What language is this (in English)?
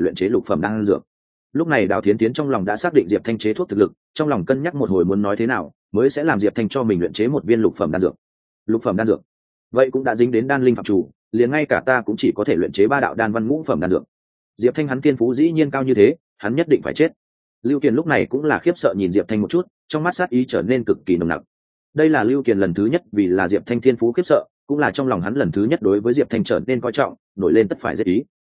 Vietnamese